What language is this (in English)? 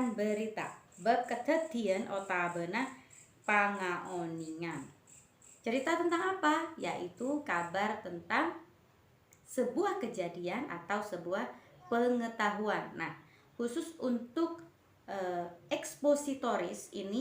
Madurese